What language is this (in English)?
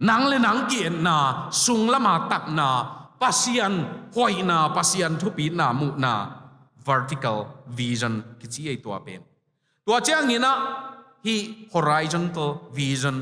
Tedim Chin